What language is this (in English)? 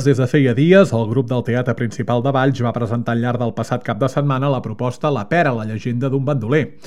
Catalan